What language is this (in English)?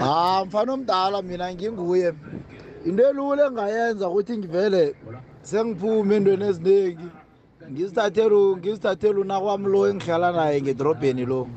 South Ndebele